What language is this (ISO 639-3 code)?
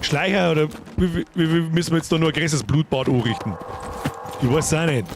bar